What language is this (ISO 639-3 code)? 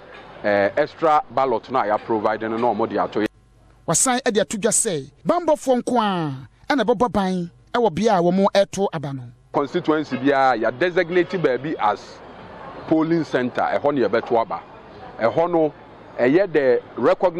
aka